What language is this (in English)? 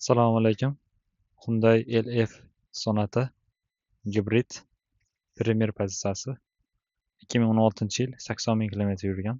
Uzbek